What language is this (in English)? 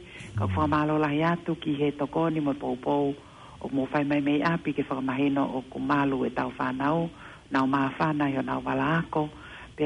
Tongan